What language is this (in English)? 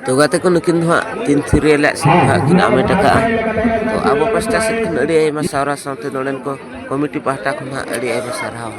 Santali